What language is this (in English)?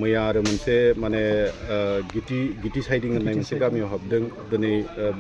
Bodo